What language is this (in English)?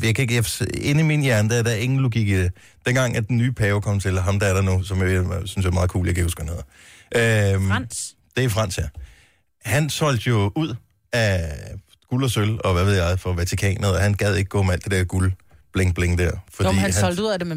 Danish